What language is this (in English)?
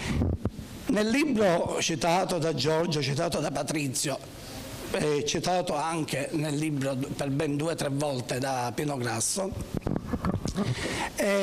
Italian